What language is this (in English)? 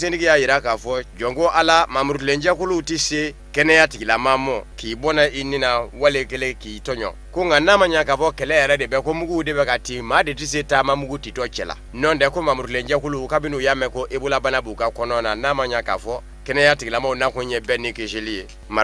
Bambara